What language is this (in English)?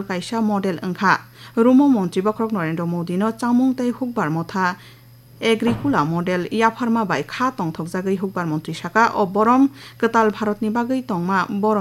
Kok Borok